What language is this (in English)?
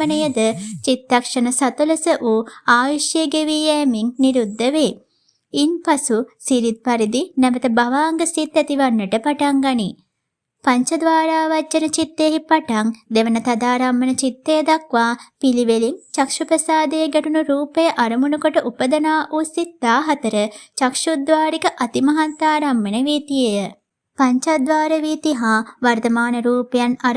Sinhala